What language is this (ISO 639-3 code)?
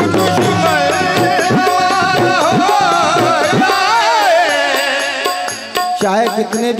hin